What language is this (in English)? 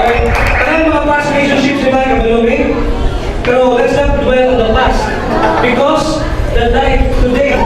Cebuano